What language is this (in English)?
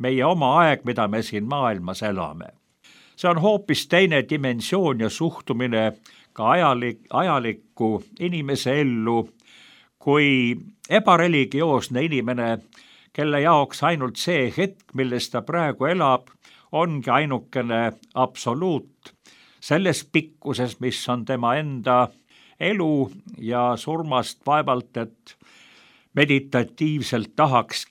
Estonian